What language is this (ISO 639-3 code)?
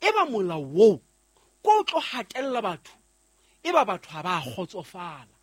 sot